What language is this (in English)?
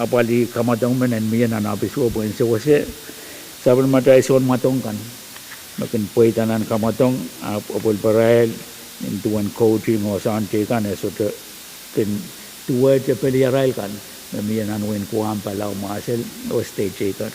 Pohnpeian